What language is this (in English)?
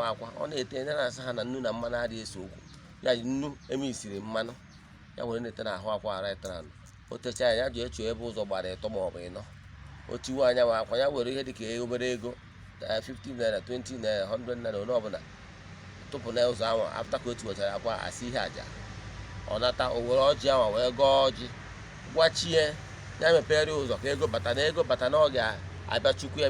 Igbo